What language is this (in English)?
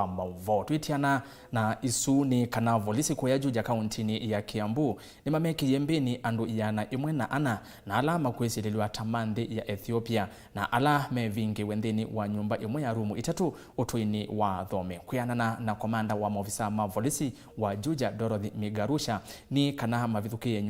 Kamba